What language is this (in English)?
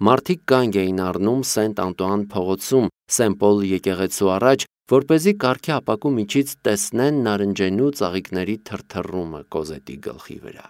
Armenian